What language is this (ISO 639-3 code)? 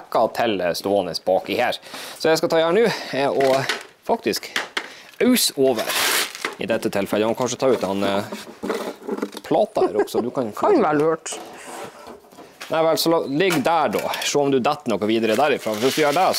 nor